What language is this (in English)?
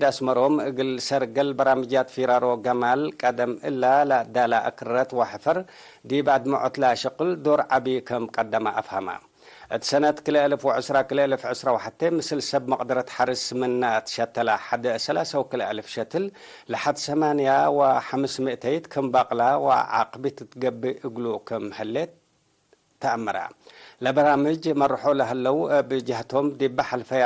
Tigre